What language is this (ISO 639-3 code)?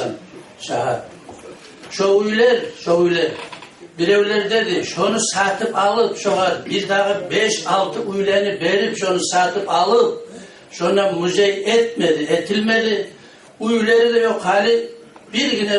kum